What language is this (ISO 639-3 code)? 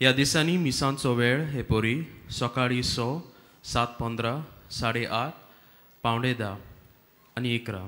kok